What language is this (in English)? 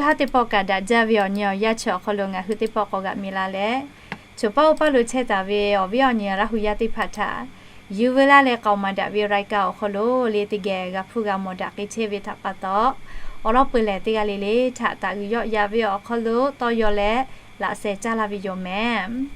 Lahu